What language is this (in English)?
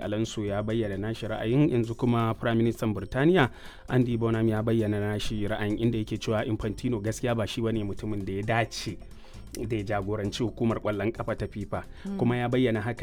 Hausa